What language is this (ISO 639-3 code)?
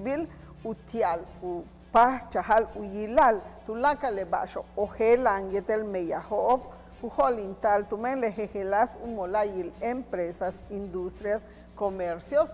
yua